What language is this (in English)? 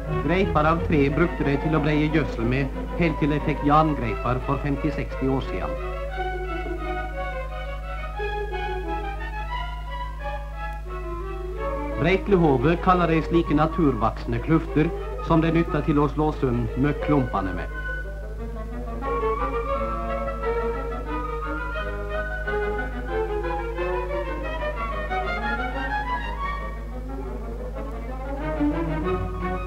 Norwegian